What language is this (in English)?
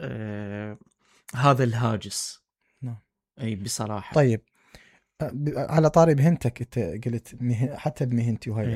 Mesopotamian Arabic